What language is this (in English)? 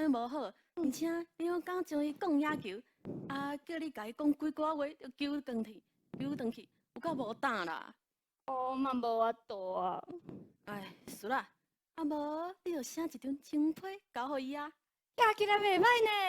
Min Nan Chinese